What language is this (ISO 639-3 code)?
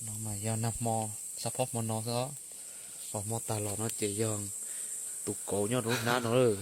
hmn